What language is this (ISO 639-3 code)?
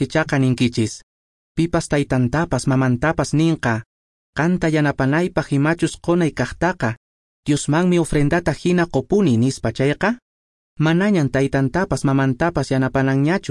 que